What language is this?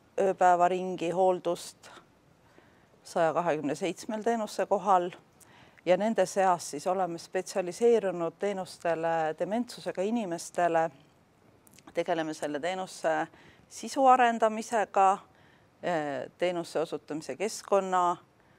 Estonian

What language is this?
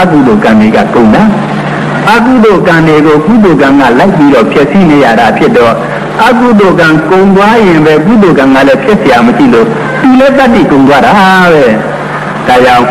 Burmese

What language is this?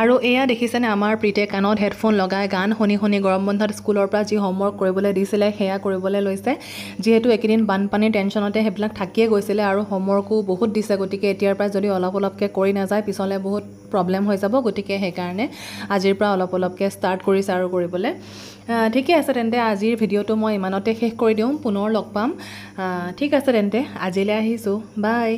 Assamese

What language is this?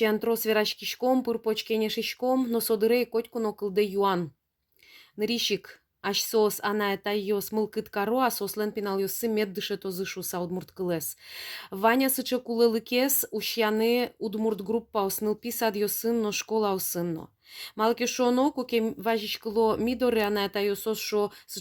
Udmurt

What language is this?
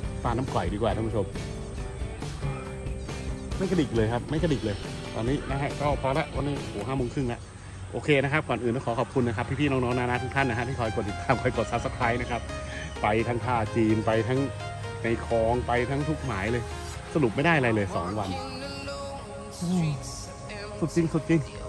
Thai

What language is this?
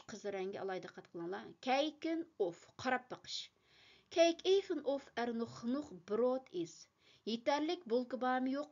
Uyghur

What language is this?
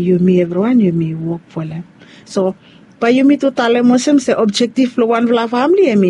Bislama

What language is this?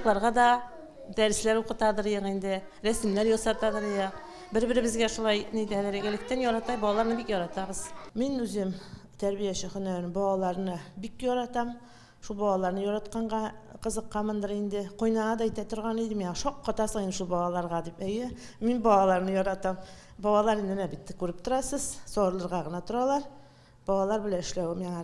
Tatar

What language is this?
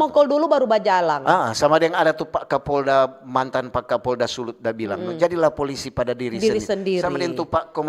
Manado Malay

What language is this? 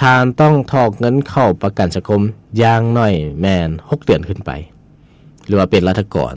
Lao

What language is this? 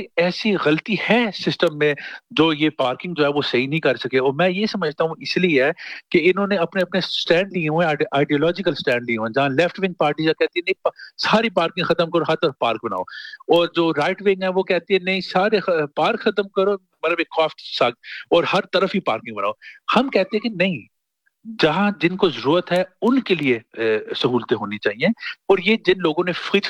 Urdu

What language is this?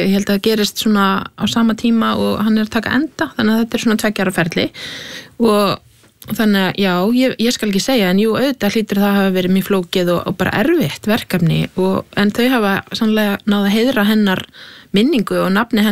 Icelandic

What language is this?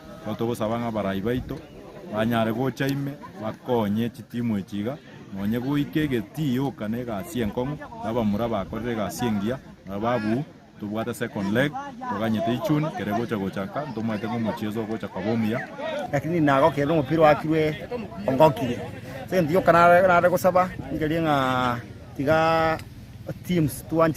Gusii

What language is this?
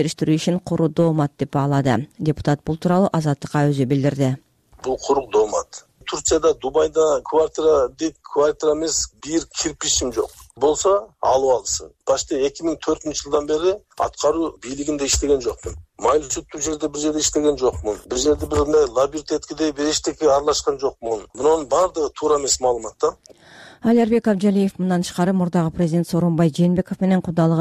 Kyrgyz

